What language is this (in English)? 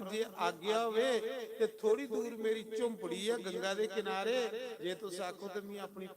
Dogri